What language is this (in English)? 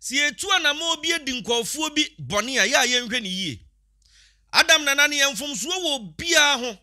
Akan